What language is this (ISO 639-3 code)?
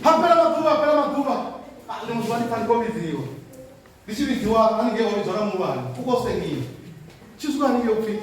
ven